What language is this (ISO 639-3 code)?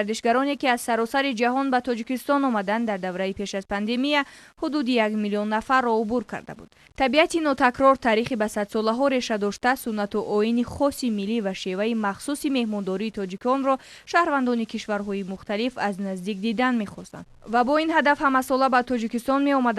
tgk